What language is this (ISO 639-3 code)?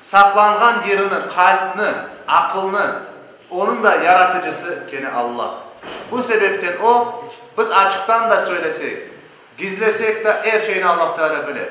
crh